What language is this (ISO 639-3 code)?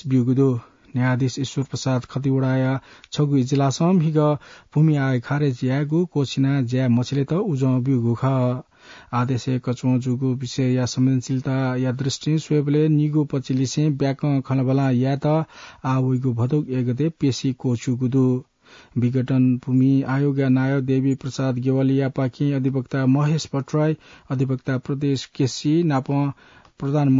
new